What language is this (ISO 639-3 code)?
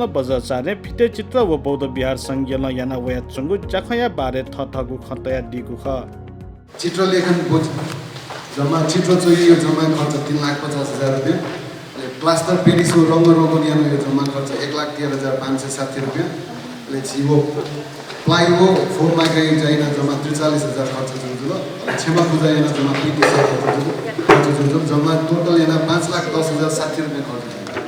new